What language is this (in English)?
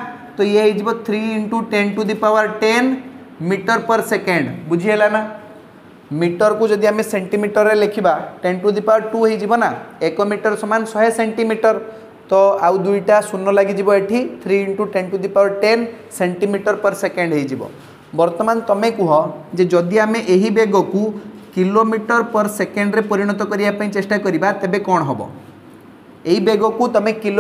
Odia